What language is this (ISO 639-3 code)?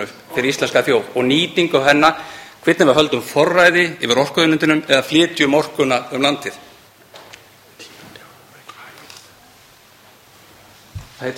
isl